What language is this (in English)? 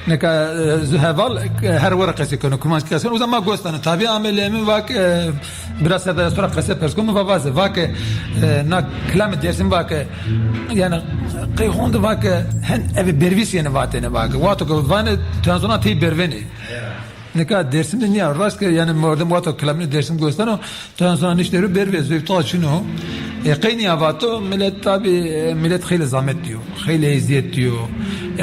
Zaza